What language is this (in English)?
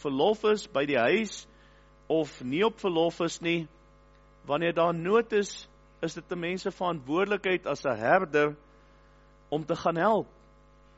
Afrikaans